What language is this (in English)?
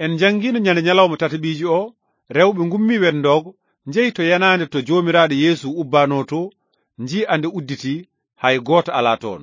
Fula